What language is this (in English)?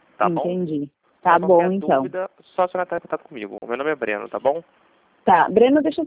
Portuguese